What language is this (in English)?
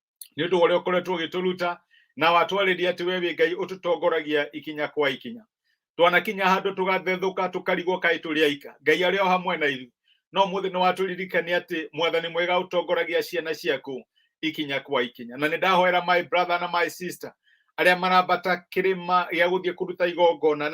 Kikuyu